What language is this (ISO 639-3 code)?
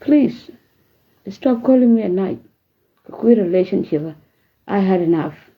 nus